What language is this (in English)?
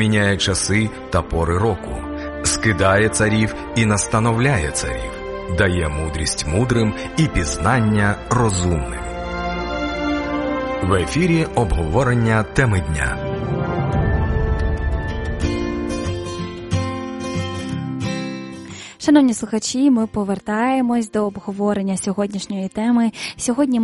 Ukrainian